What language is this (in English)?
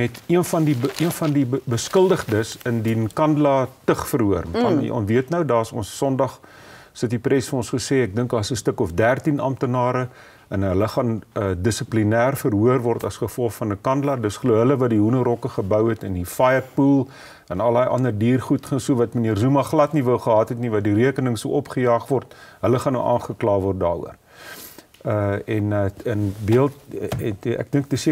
Afrikaans